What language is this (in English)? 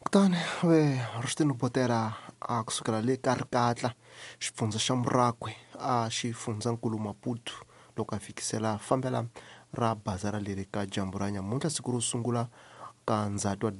Tsonga